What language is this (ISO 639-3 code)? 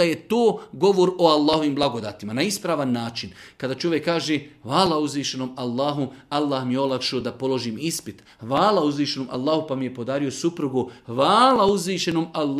srp